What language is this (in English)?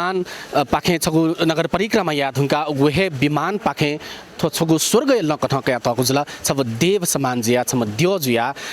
Newari